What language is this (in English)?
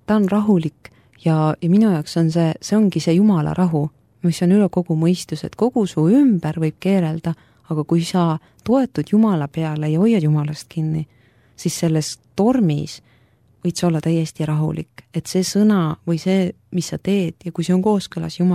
Estonian